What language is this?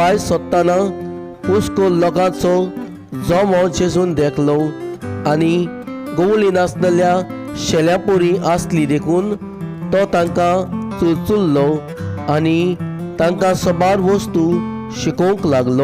Konkani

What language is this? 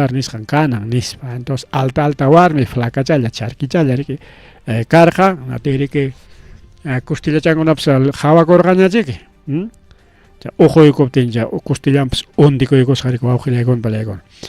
Ayacucho Quechua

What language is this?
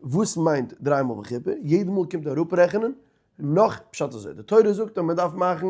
Yiddish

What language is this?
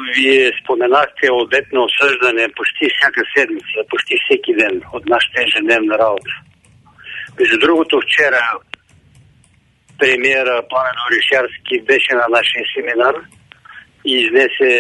Bulgarian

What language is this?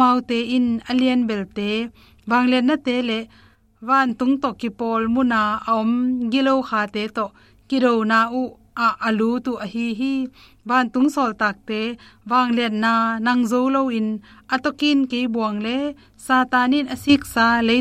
Tedim Chin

